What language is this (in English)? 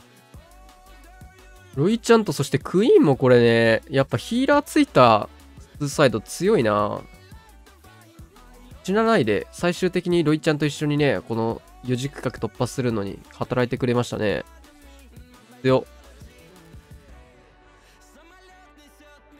Japanese